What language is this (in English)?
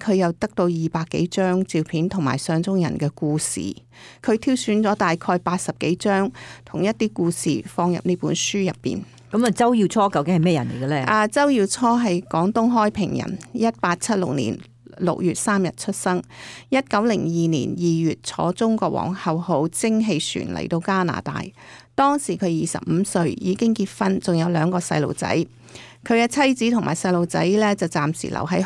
Cantonese